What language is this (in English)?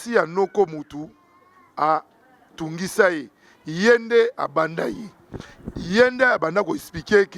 Lingala